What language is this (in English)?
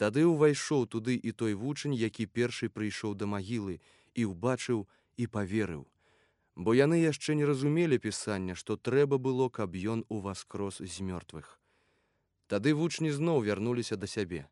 Belarusian